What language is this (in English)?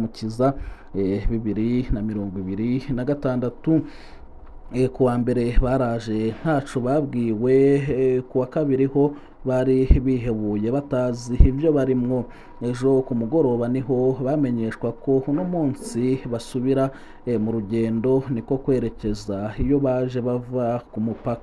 Rundi